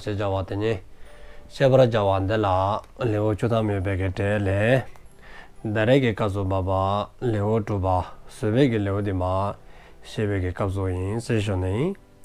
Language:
Dzongkha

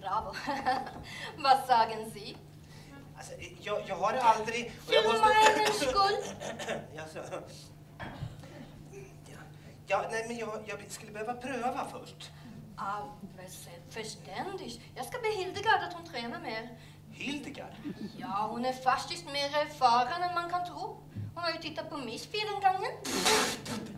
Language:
Swedish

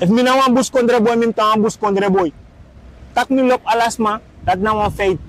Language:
Sranan Tongo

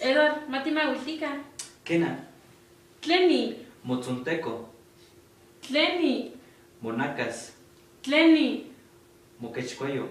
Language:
Eastern Huasteca Nahuatl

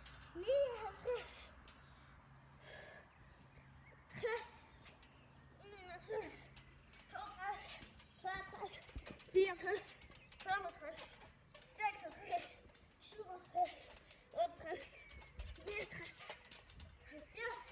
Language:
Danish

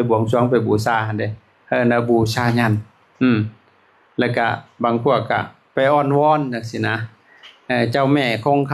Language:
Lao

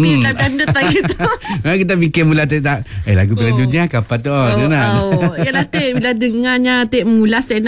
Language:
Malay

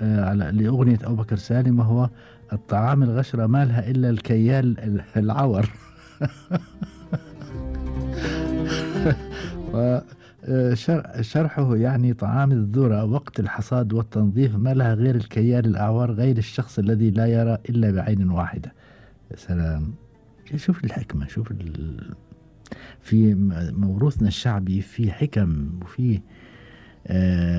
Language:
Gulf Arabic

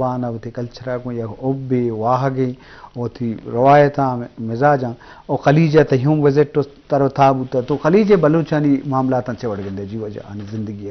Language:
Eastern Balochi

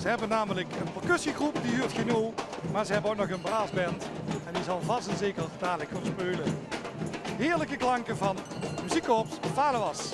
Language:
Limburgish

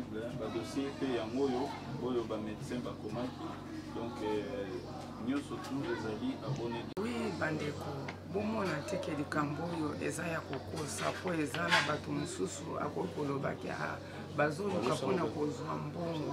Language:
Lingala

